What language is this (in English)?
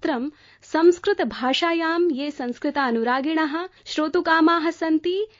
Sanskrit